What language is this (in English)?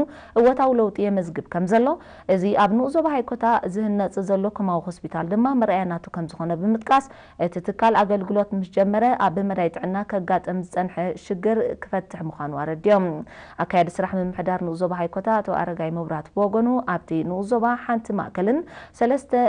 Tigrinya